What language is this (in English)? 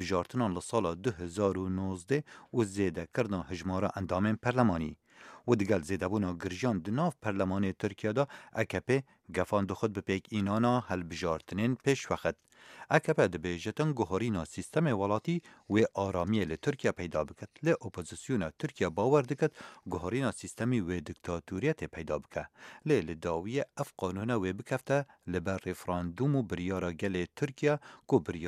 Kurdish